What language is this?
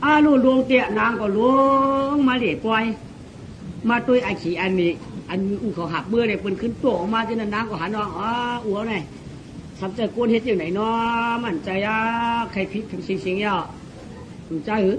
Shan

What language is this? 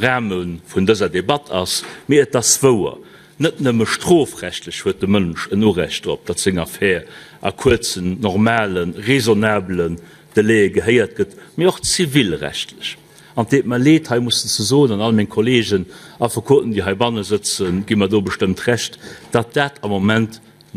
Luxembourgish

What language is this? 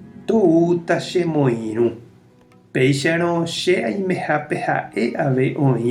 Guarani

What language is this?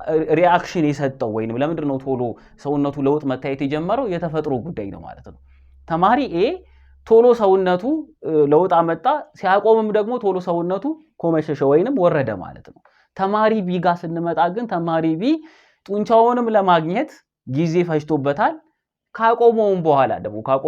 Amharic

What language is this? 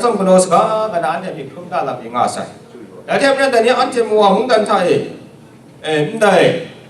Kachin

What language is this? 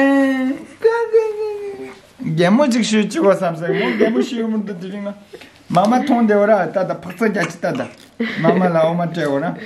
Tibetan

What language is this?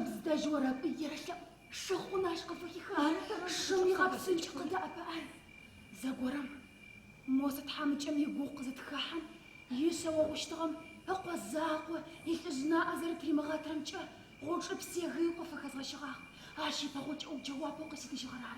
Adyghe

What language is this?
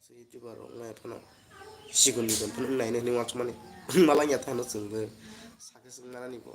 Kok Borok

